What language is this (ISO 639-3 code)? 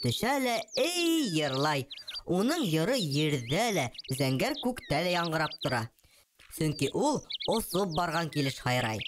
bak